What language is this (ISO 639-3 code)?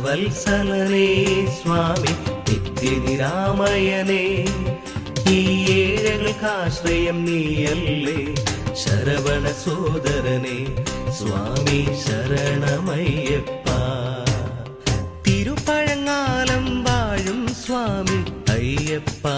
mal